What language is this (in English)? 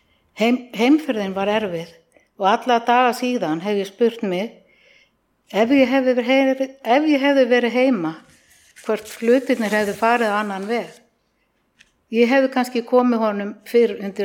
Icelandic